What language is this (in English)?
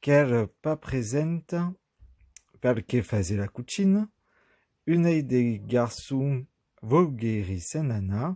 Occitan